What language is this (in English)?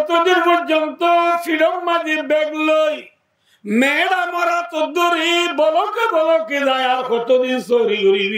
Rohingya